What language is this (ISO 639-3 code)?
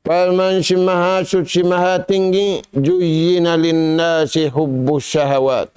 tsg